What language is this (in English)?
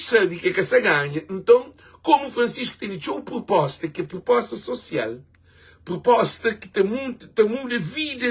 Kabuverdianu